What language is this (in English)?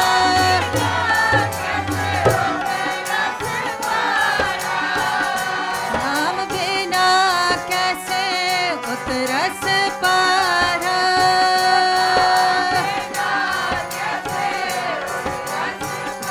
Hindi